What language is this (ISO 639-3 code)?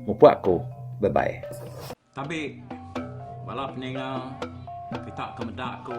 iba